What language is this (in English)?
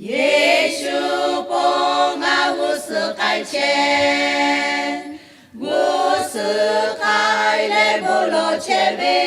Lahu